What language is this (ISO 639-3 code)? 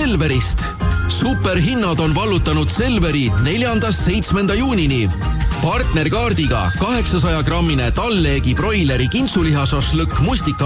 est